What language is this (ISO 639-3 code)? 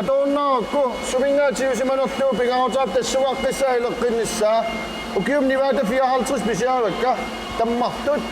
kal